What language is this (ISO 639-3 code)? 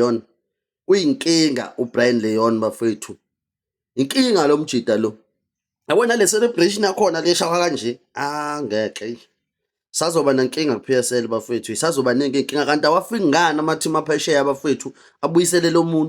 zul